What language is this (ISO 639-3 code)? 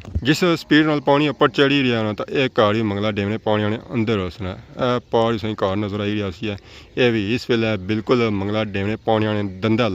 phr